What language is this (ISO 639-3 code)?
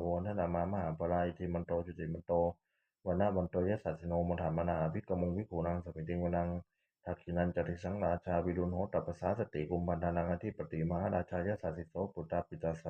pli